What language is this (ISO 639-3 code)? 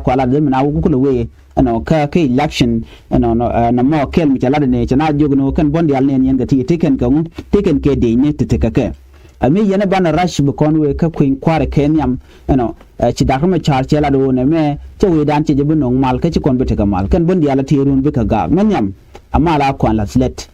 nus